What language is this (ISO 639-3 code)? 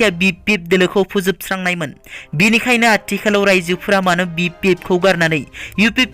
brx